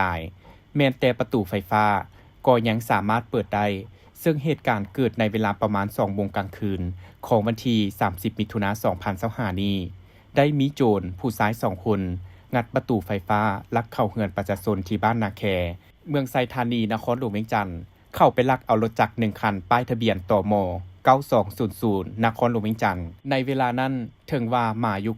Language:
Lao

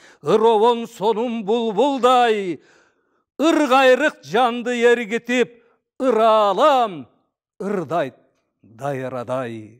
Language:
Kyrgyz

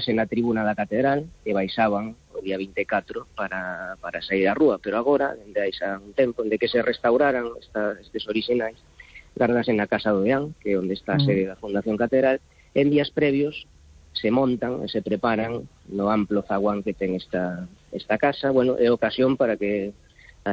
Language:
Galician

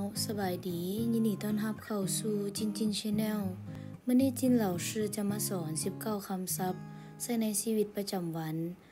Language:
Lao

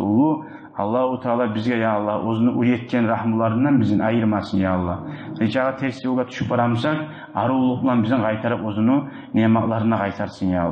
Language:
Kumyk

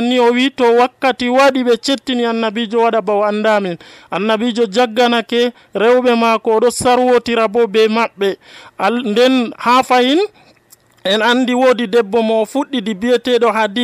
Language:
Nigerian Fulfulde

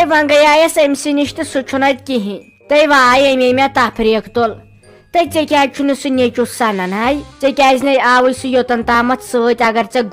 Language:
Kashmiri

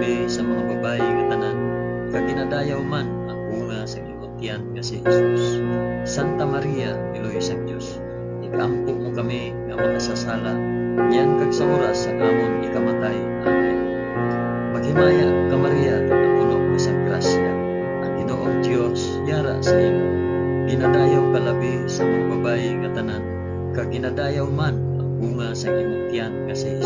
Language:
Hiligaynon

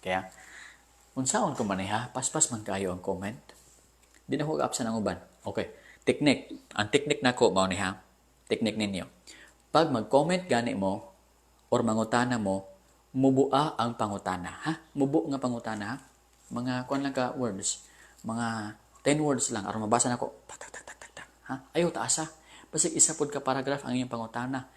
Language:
Cebuano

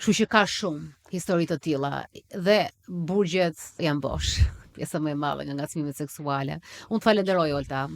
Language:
Albanian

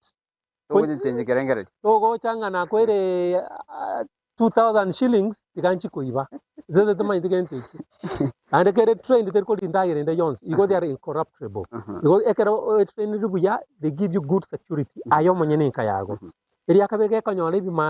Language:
Gusii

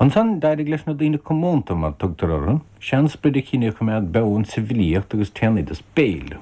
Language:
Irish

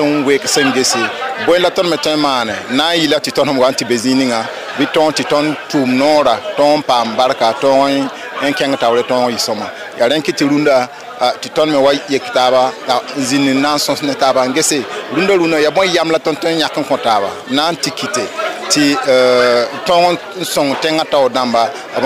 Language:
Mossi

